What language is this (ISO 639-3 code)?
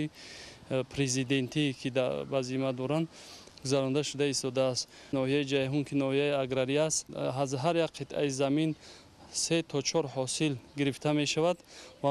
tgk